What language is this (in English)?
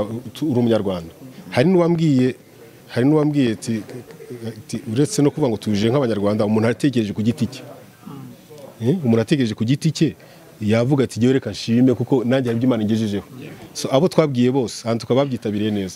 Kinyarwanda